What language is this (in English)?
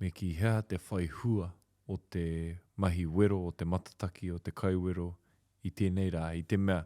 Māori